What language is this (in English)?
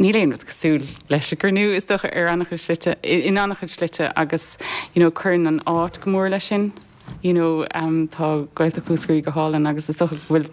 Irish